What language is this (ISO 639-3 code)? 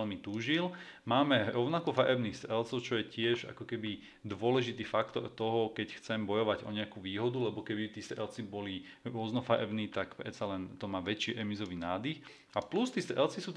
slk